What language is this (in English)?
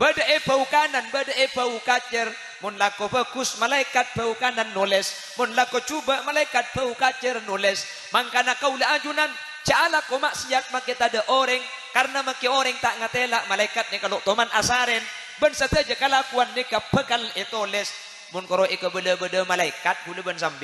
Madurese